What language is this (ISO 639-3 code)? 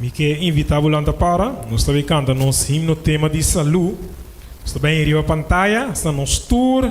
pap